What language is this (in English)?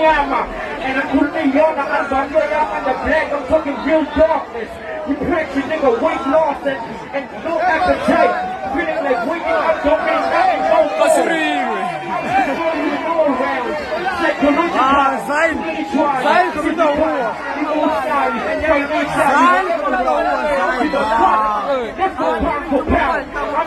Tsonga